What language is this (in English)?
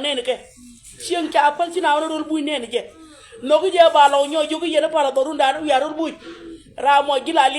Nuer